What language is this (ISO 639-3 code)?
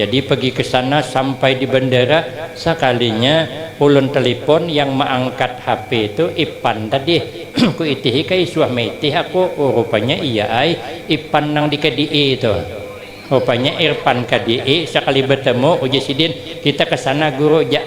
bjn